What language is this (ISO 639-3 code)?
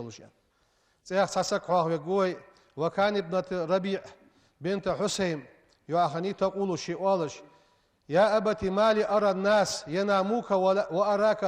inh